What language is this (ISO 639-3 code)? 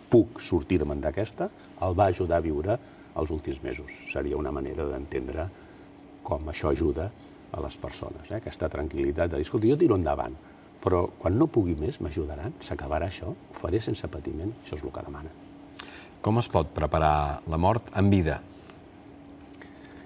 cat